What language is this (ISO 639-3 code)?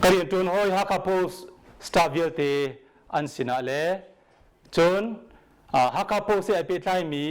cnh